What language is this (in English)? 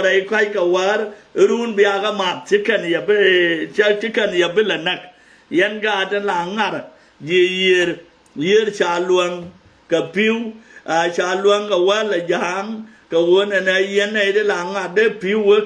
Nuer